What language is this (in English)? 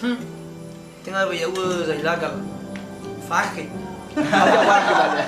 Nias